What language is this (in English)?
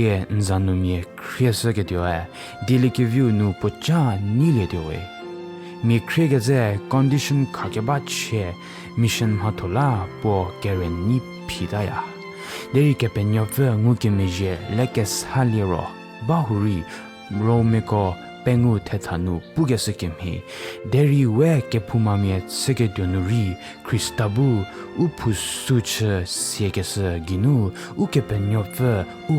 Angami Naga